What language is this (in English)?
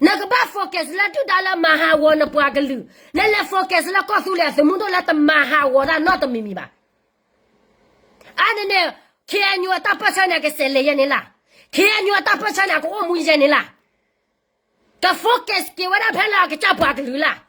S'gaw Karen